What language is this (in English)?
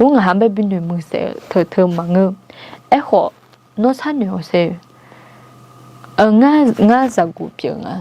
Akha